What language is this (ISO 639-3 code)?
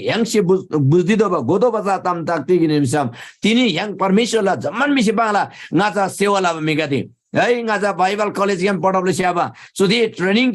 taj